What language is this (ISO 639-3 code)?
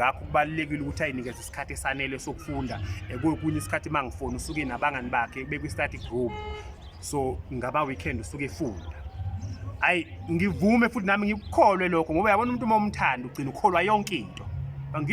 zul